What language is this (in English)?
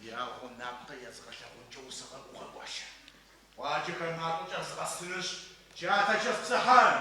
Adyghe